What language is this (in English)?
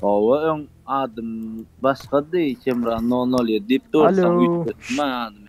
Turkmen